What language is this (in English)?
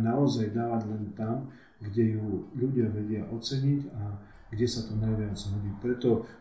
Slovak